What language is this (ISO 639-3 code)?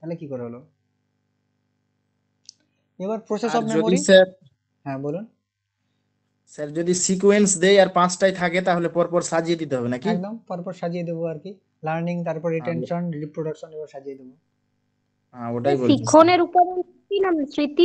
ben